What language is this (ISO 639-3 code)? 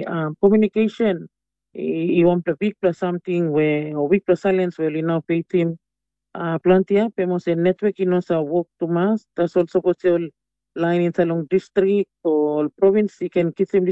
tpi